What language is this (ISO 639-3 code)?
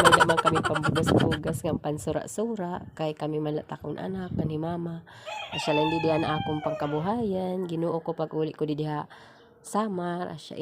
war